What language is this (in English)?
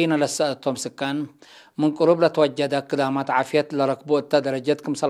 Tigre